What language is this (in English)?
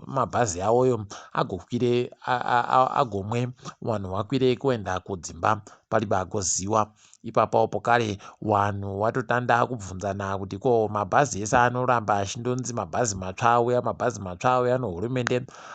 Ndau